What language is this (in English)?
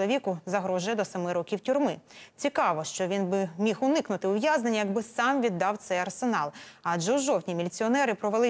Ukrainian